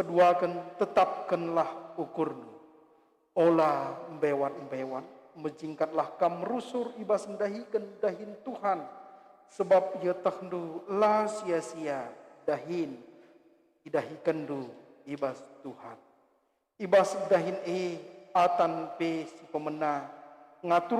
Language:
Batak Karo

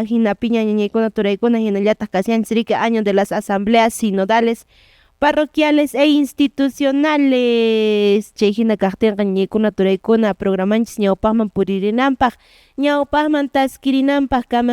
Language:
Quechua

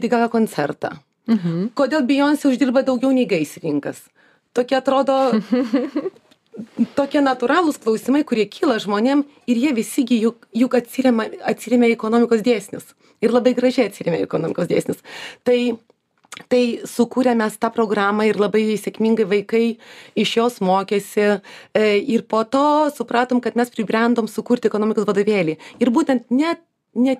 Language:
Lithuanian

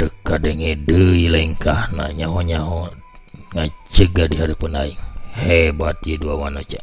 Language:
Sundanese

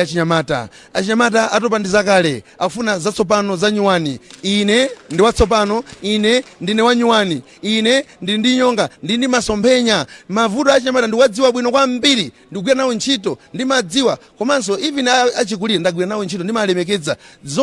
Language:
Nyanja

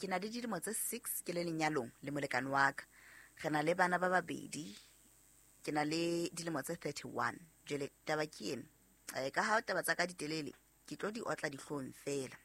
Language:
Southern Sotho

